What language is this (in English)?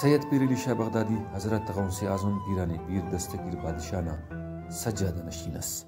Brahui